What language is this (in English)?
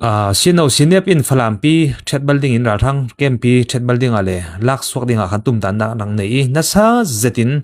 Falam Chin